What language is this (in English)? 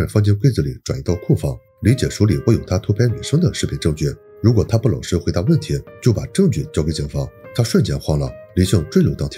Chinese